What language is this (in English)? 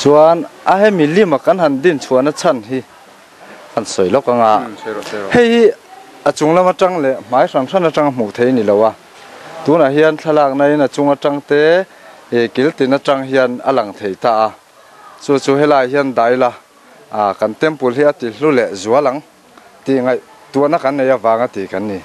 Mizo